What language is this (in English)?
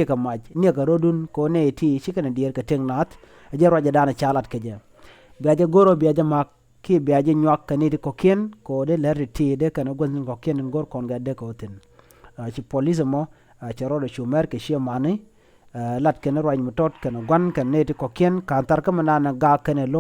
Nuer